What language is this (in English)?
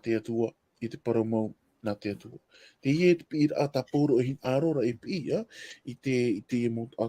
Tahitian